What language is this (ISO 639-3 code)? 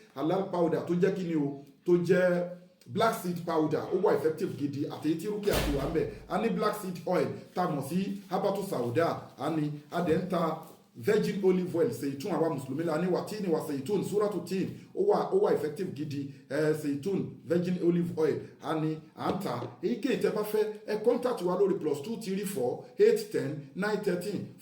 yor